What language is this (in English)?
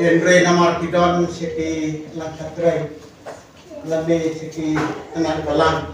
Khasi